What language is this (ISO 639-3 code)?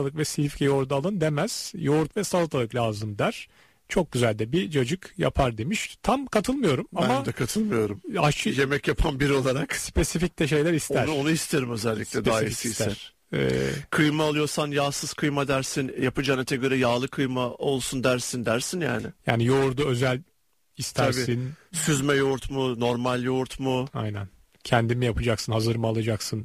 tur